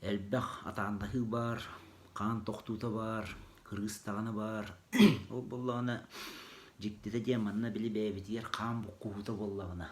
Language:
Yakut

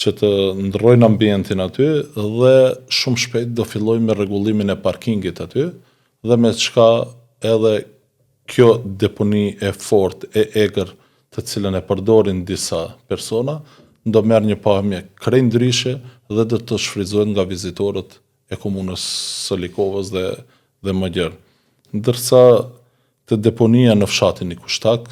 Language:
Albanian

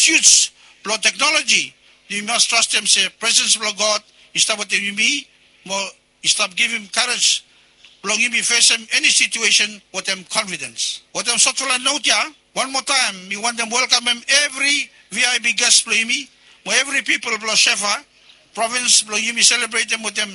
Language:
Bislama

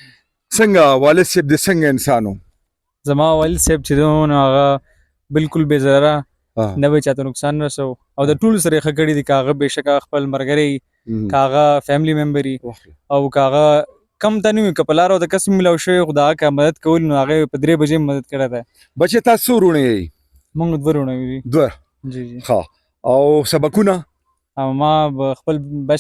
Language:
Pashto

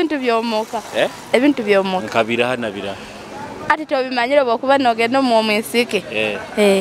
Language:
Nyoro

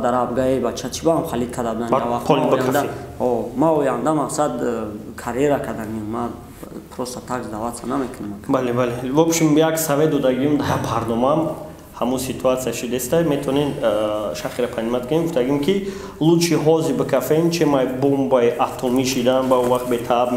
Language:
Tajik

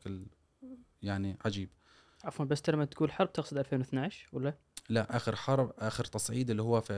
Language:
Gulf Arabic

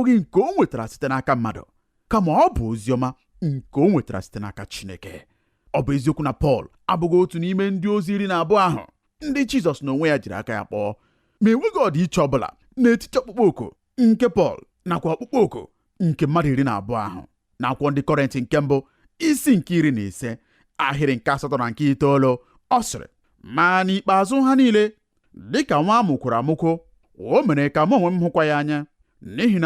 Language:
Igbo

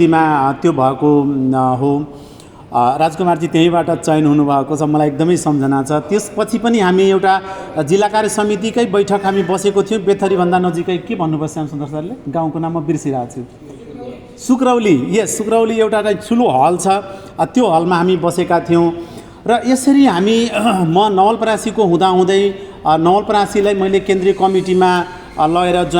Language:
Nepali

